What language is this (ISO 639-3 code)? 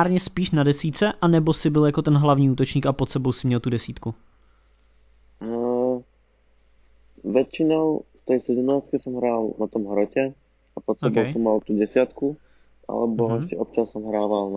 slk